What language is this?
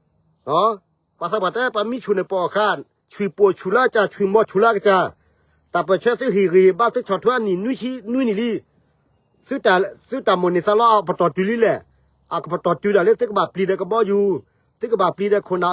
S'gaw Karen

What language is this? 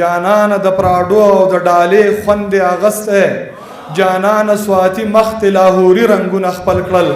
Pashto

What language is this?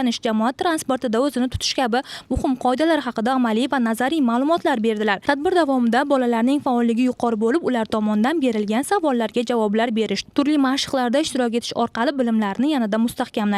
Uzbek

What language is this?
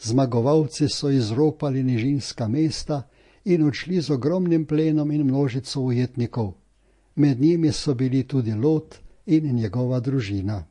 Slovenian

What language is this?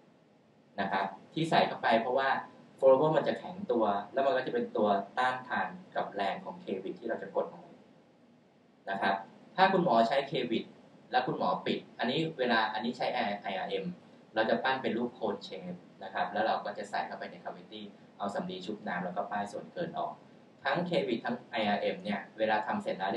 Thai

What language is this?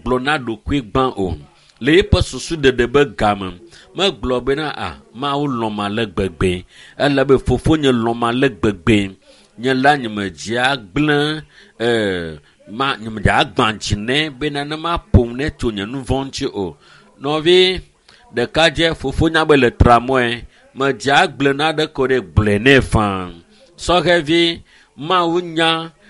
Ewe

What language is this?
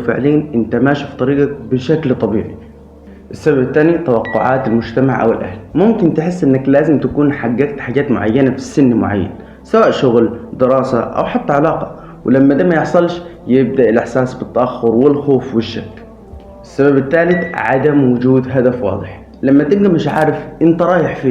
Egyptian Arabic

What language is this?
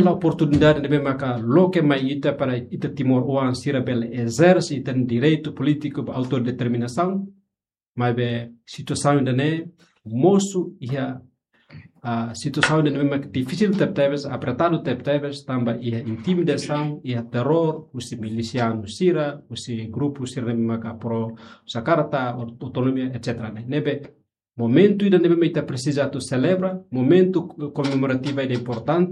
Tetum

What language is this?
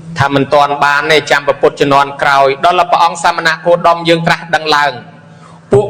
Khmer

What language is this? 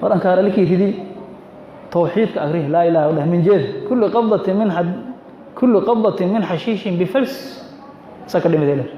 Somali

